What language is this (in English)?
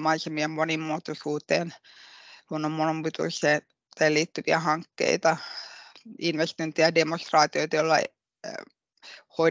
Finnish